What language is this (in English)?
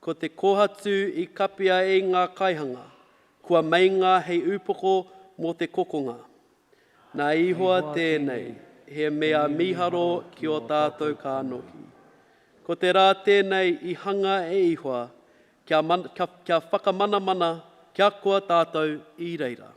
Māori